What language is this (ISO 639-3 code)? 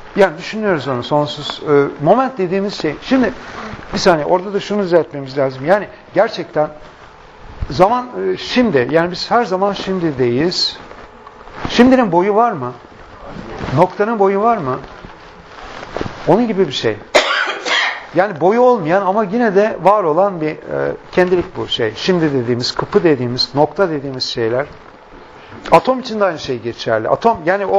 tur